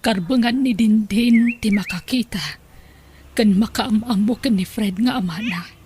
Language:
Iloko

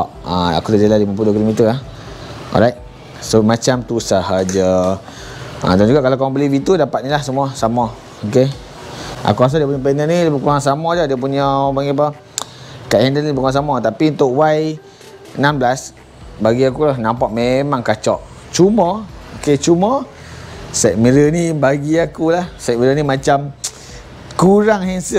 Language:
Malay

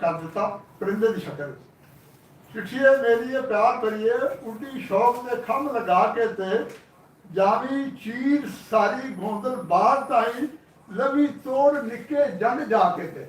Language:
Western Panjabi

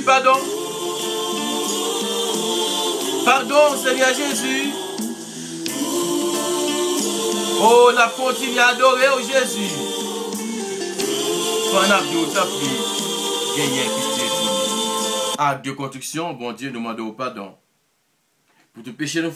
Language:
French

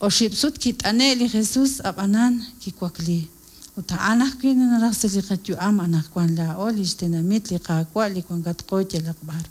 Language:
Kekchí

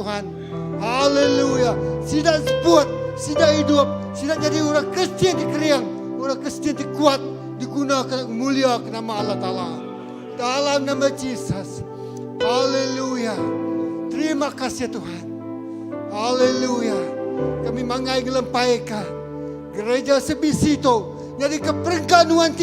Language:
Iban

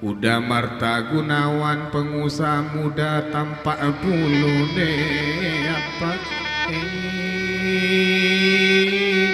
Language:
Minangkabau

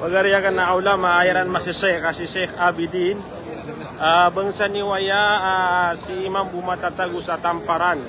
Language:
Maranao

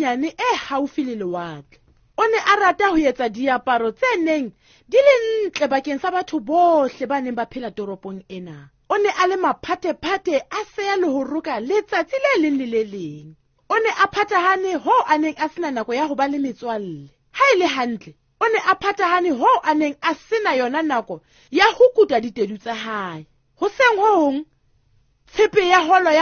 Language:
Southern Sotho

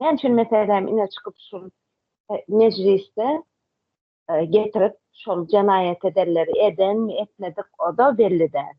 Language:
Turkmen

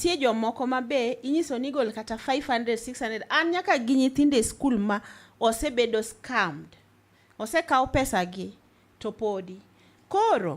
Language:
Luo (Kenya and Tanzania)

